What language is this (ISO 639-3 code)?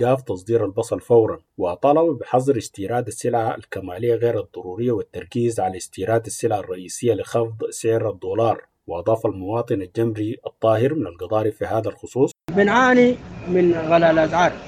apd